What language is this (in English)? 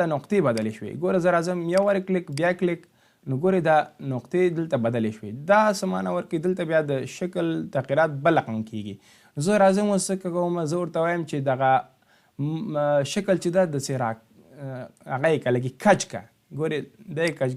Pashto